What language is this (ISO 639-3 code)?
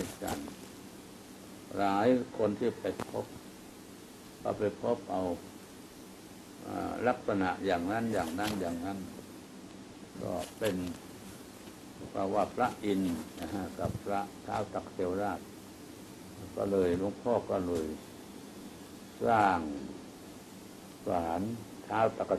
tha